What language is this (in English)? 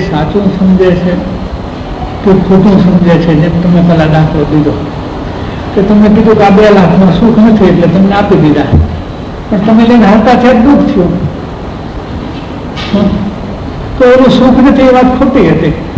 Gujarati